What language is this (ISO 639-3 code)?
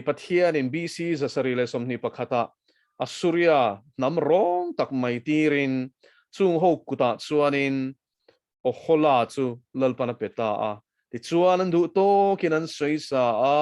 lus